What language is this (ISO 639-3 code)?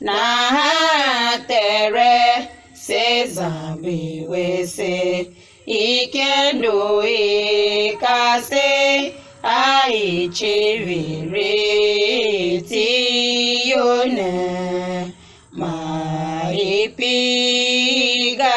tiv